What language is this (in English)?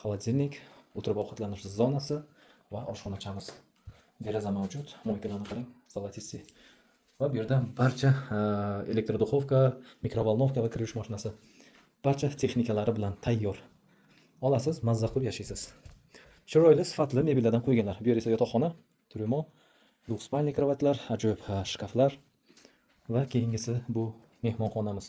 Uzbek